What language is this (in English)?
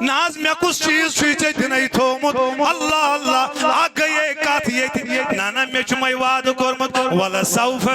Kashmiri